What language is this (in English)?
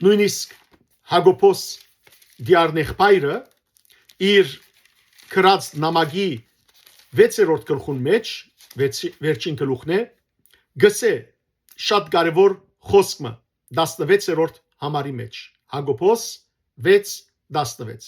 Western Armenian